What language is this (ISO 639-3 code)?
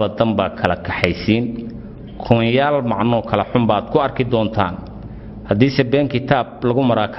som